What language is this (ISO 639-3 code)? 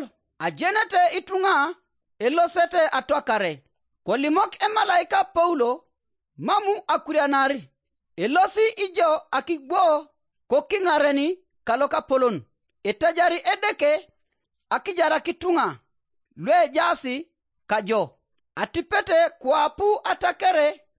teo